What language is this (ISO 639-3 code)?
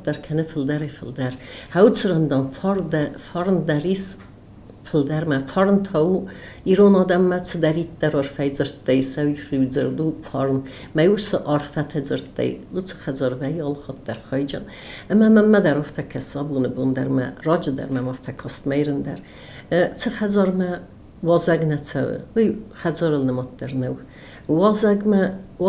oss